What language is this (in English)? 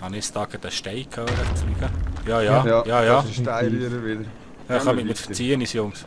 Swiss German